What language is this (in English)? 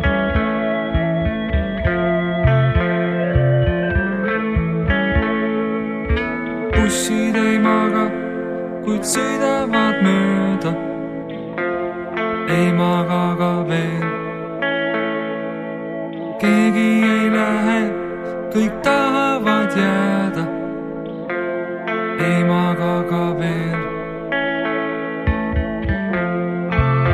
Estonian